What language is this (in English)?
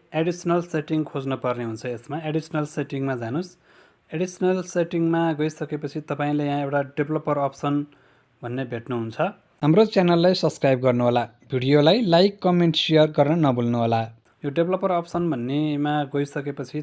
Nepali